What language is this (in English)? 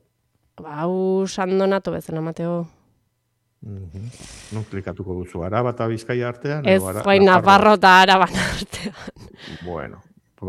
Basque